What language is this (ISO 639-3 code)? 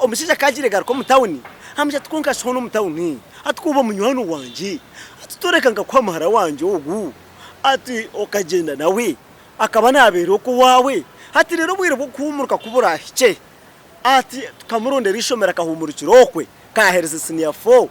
nyn